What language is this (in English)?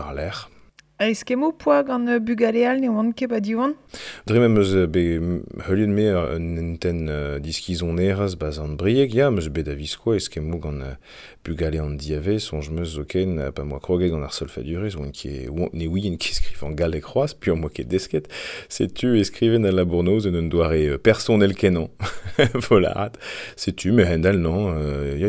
Breton